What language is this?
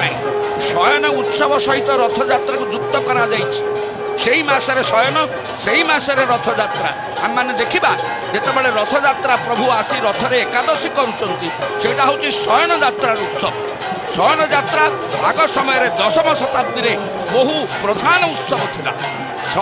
Odia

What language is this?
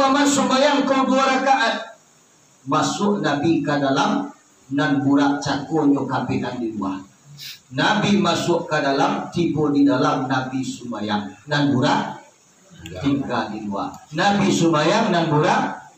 Minangkabau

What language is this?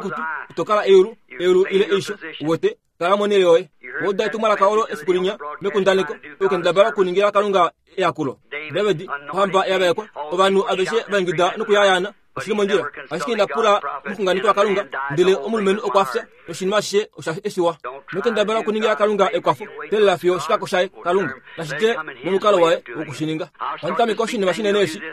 Kuanyama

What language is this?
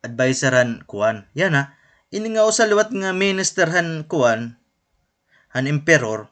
Waray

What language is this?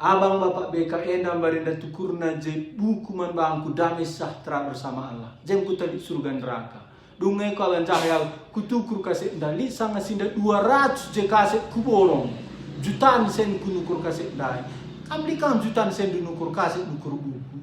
Batak Karo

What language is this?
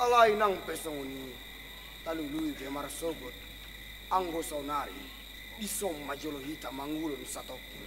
Batak Toba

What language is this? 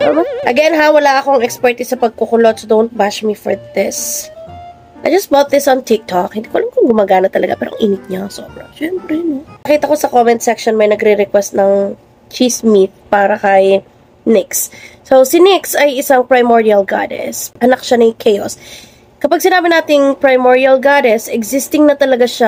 Filipino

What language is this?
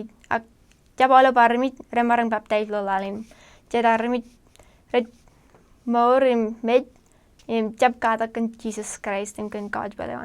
Marshallese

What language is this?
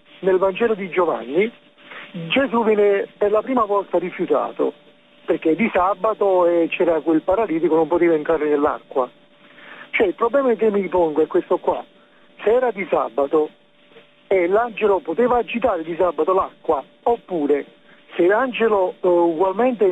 Italian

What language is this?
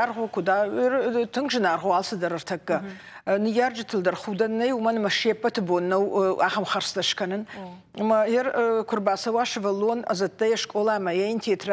Ossetic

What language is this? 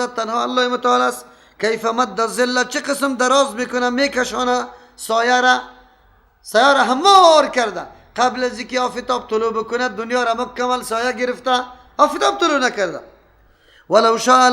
Persian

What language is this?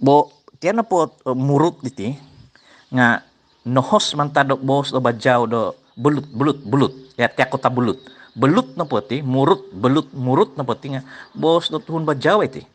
Central Dusun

